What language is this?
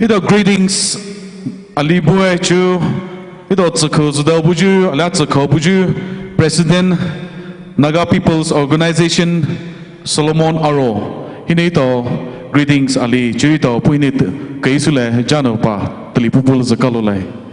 Poumei Naga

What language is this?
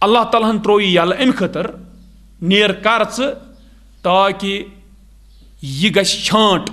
Kashmiri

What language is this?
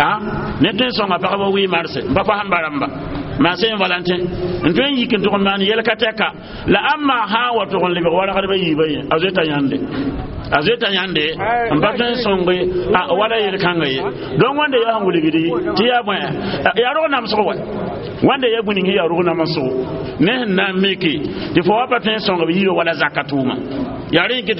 Mossi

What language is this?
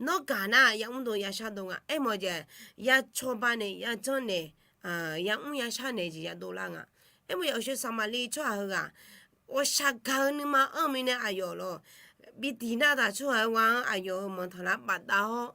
Akha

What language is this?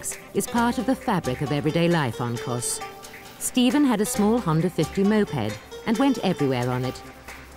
English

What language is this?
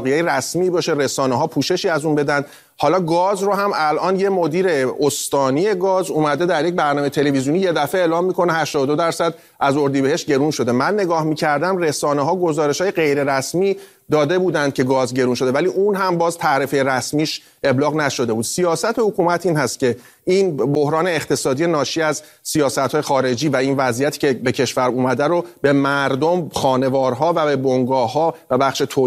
Persian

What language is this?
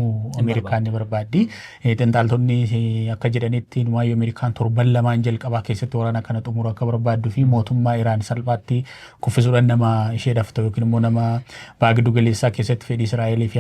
Oromo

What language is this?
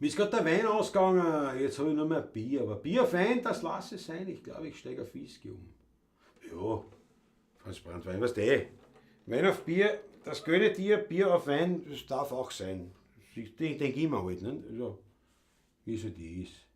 Bavarian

